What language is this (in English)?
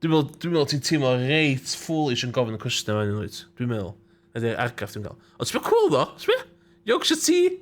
Welsh